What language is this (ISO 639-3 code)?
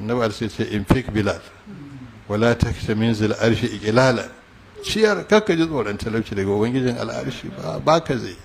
hau